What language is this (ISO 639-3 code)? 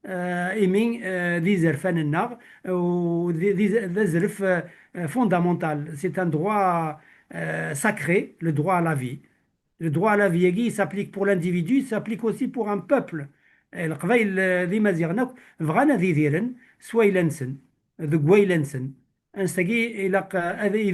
kab